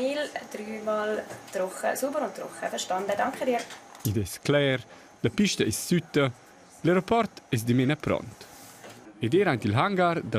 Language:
Romansh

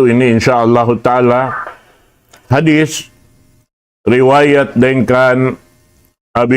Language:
Tausug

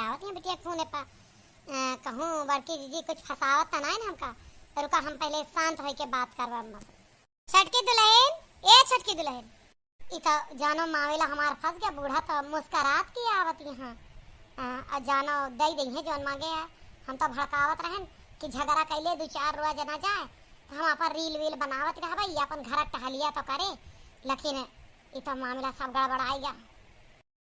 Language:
Awadhi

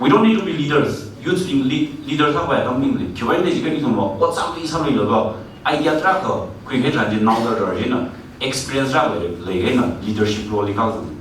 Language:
Tangkhul Naga (India)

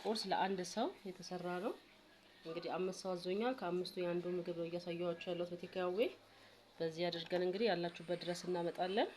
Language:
Amharic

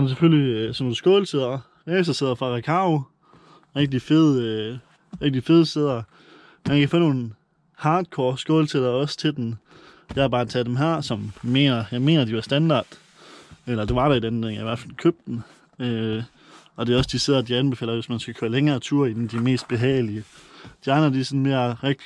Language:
Danish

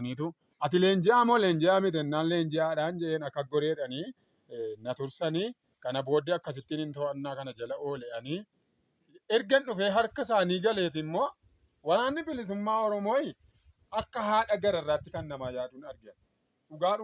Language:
Oromo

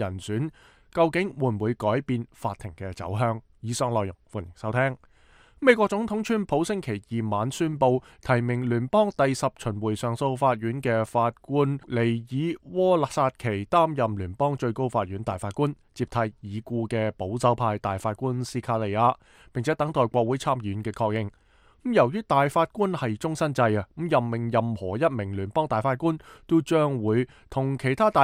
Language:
Cantonese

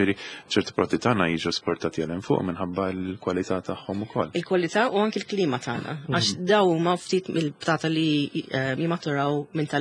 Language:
Maltese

